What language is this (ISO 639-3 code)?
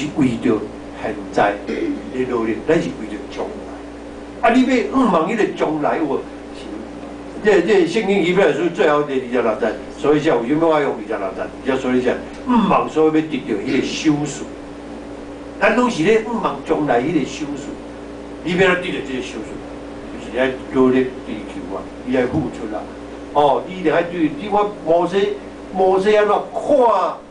nan